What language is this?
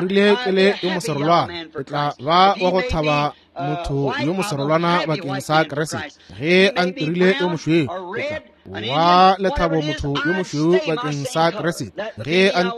Northern Sotho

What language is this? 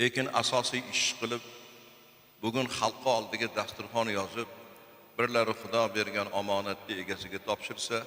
Uzbek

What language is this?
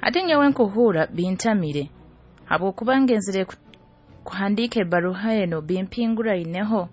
Nyoro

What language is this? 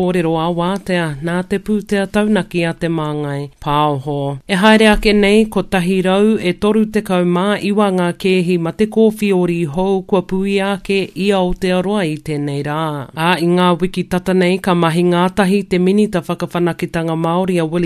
Māori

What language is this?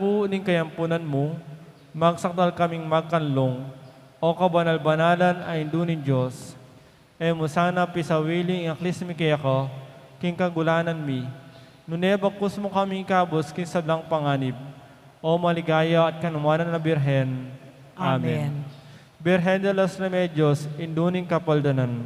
Pampanga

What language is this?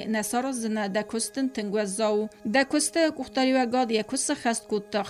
Ossetic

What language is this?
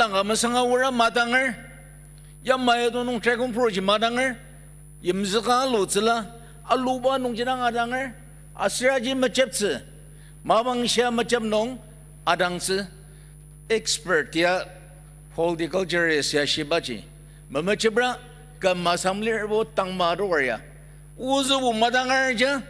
Ao Naga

